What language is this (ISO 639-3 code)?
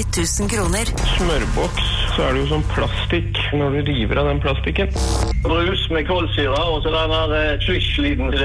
nor